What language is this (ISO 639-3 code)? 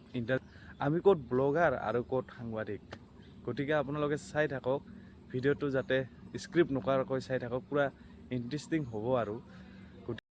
asm